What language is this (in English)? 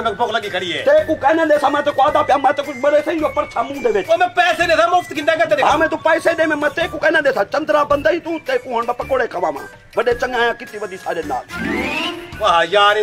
Saraiki